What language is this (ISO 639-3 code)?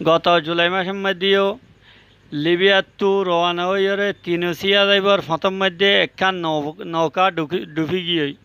rhg